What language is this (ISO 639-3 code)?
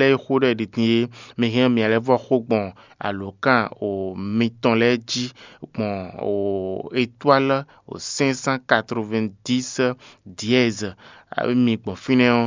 fon